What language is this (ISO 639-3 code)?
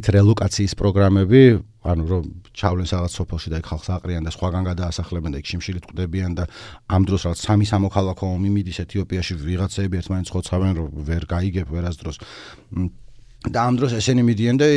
kat